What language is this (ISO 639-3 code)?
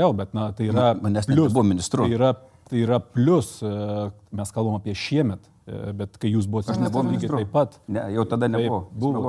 lit